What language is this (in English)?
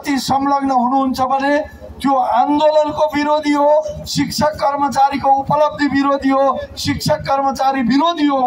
Nepali